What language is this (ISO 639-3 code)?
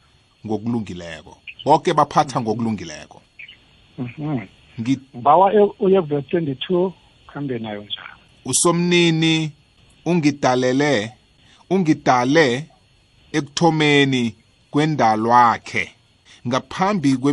nbl